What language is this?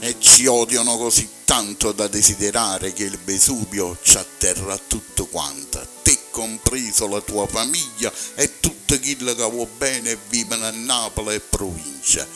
Neapolitan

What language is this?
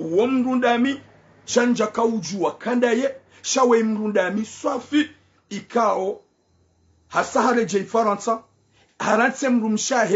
Ngazidja Comorian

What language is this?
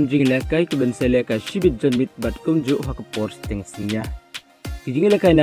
Khasi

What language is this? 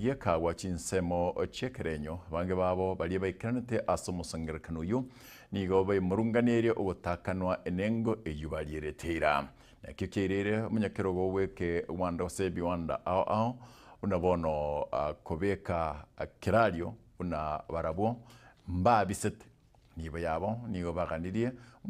Gusii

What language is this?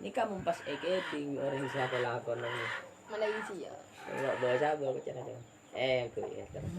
Madurese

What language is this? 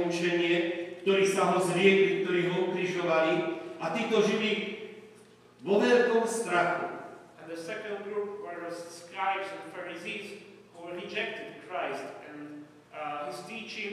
Slovak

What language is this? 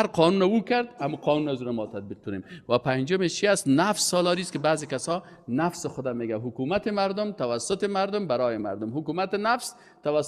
Persian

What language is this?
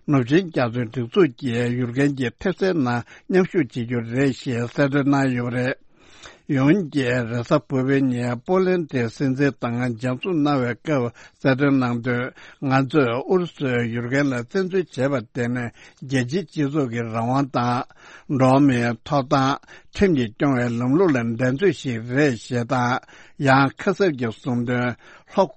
Tibetan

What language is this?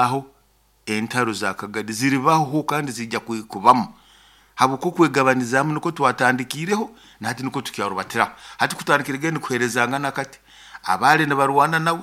Nyoro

